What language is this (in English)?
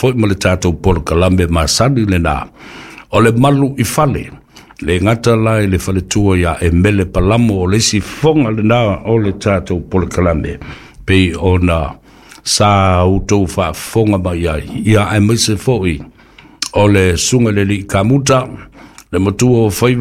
Samoan